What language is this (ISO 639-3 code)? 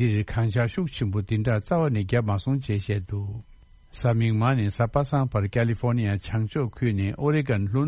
bod